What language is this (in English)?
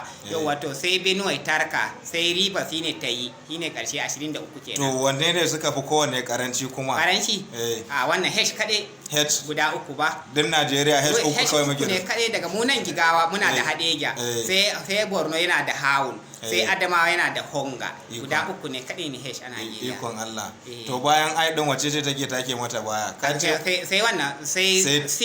Hausa